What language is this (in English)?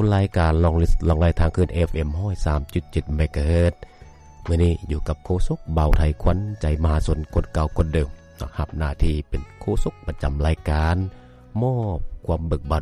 Lao